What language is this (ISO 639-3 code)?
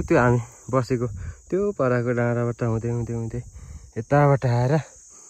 nep